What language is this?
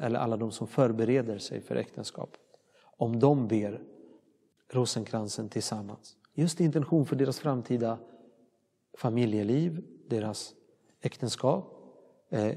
Swedish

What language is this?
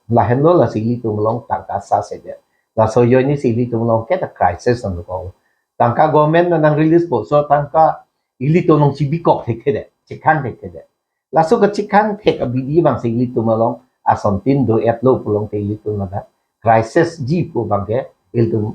Karbi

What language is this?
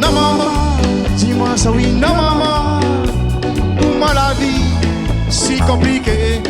Réunion Creole French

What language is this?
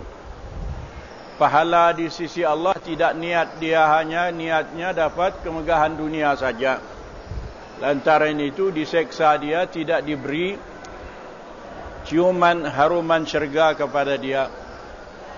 Malay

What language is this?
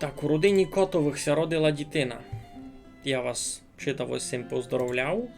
Rusyn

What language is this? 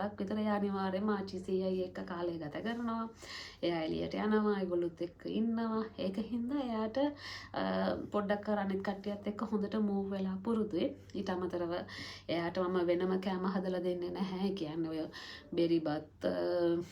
Sinhala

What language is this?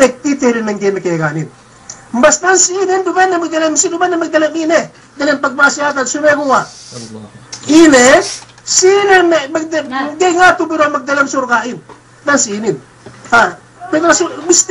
Yakan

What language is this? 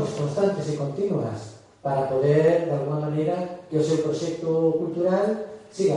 Galician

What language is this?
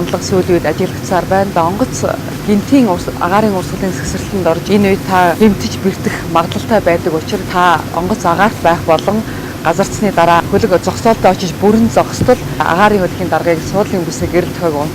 Mongolian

